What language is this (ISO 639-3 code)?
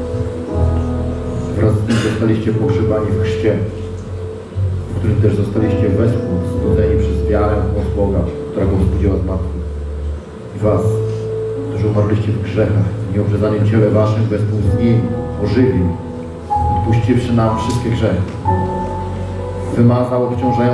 pol